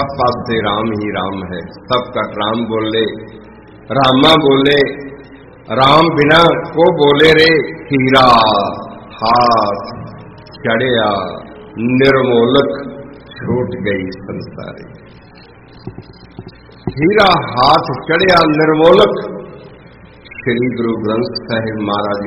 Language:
Punjabi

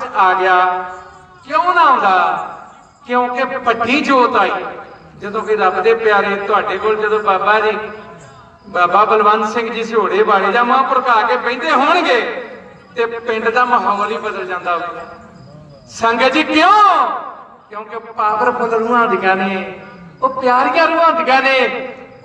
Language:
Punjabi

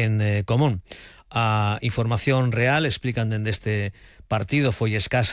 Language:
Galician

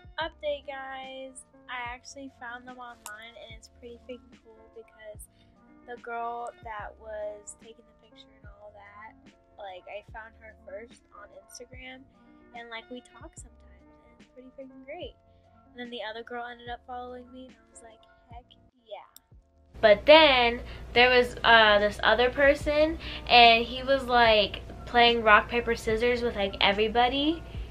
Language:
English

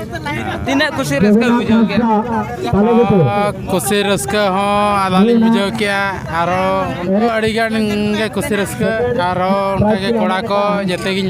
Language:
Santali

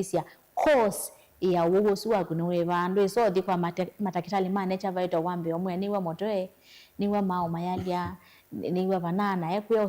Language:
Kamba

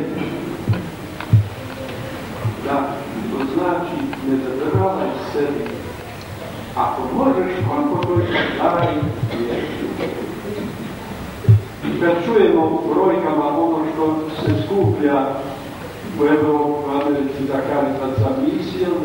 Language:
Croatian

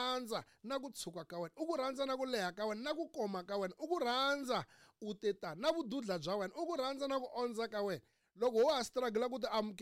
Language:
Tsonga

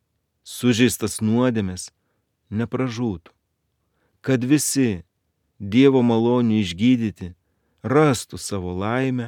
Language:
Lithuanian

